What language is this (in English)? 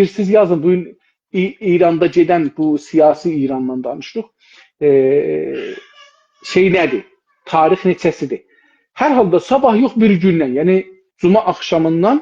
South Azerbaijani